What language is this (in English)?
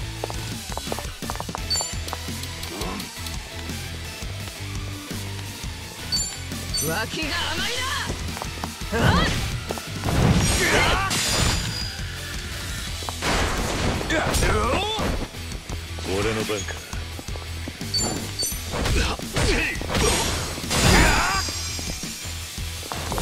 Japanese